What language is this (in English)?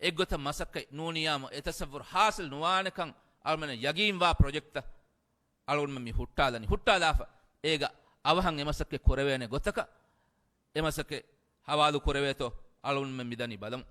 Divehi